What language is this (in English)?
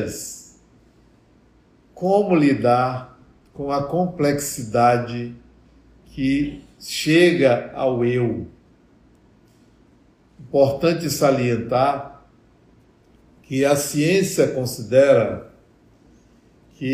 Portuguese